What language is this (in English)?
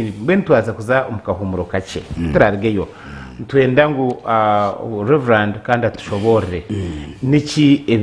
Nyankole